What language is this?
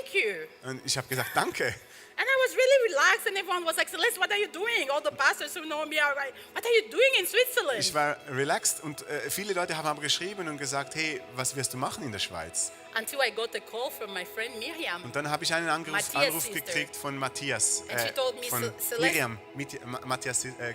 Swiss German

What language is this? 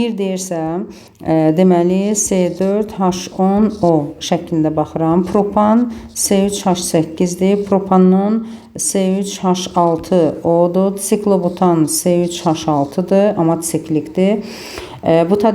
Azerbaijani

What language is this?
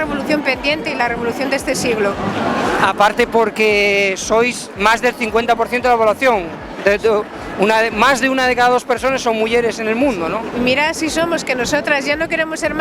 Asturian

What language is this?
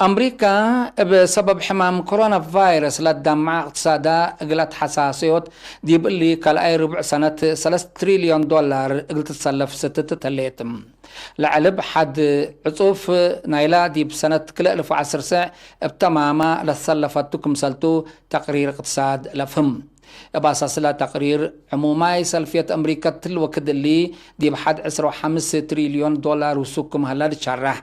Tigre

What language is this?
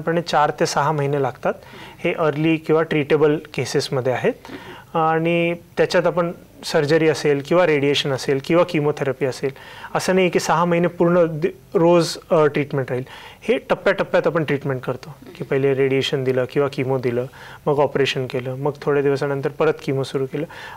Marathi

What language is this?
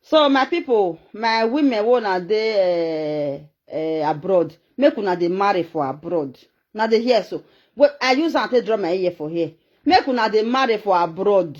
Nigerian Pidgin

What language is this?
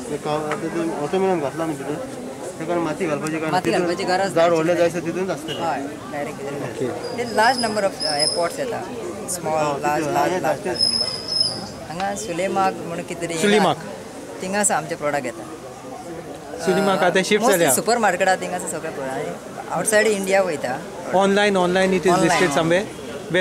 Konkani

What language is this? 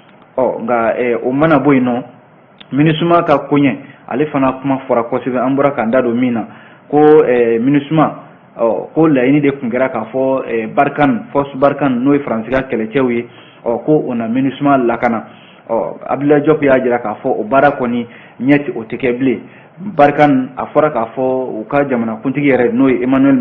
Bambara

